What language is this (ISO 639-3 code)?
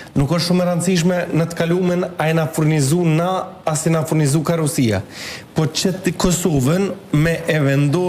sqi